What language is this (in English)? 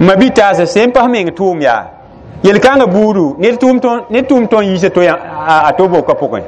Mossi